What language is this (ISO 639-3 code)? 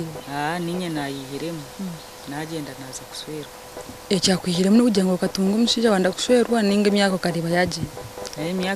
nyn